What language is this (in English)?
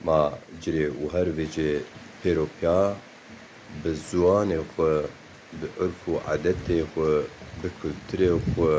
Zaza